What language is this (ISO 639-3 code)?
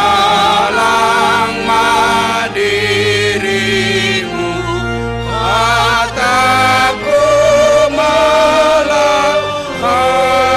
bts